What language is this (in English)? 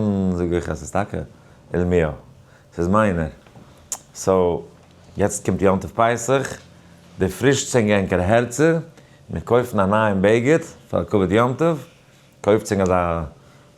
Yiddish